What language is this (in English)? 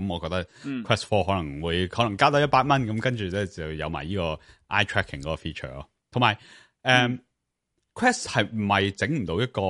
Cantonese